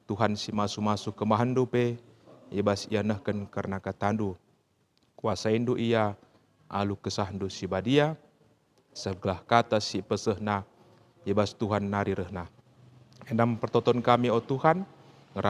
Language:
Batak Karo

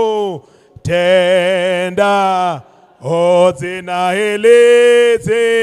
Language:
Venda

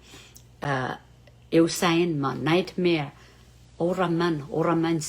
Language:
Pohnpeian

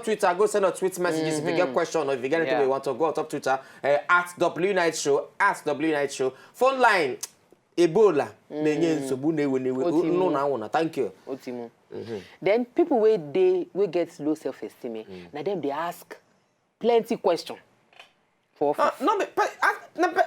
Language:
Nigerian Pidgin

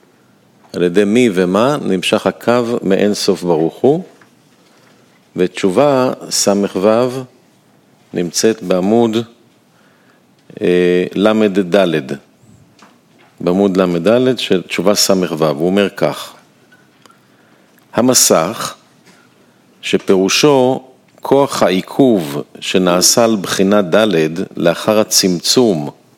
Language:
Hebrew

